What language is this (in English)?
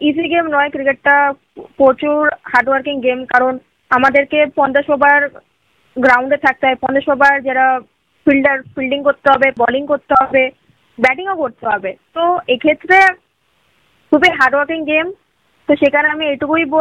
Bangla